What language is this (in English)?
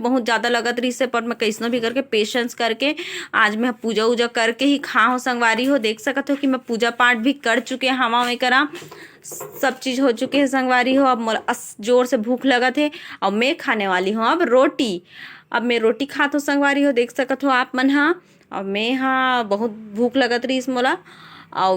Chhattisgarhi